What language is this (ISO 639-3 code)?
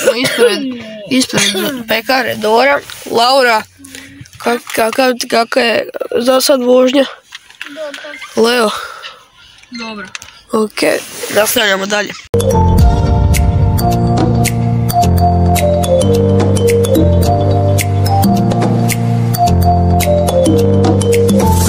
hrv